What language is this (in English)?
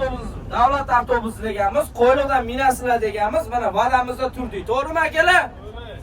Uzbek